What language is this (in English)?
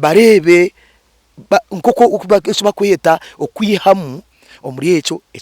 Nyankole